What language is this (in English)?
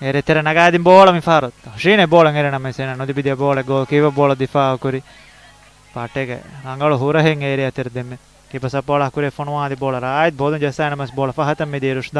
Divehi